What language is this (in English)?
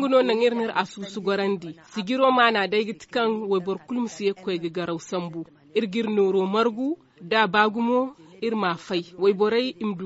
Zarma